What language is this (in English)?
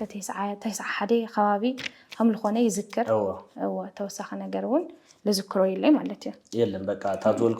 Tigrinya